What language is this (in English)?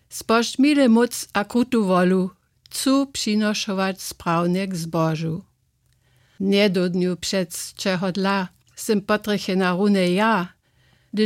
Upper Sorbian